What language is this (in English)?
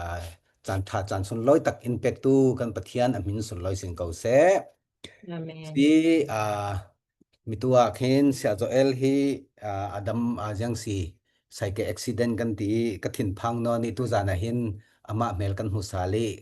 Falam Chin